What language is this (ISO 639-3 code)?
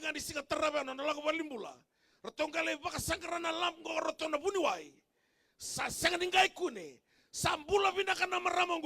fij